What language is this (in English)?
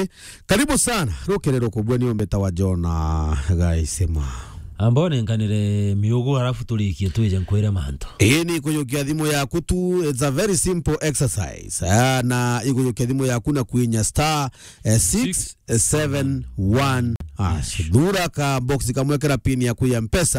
Meru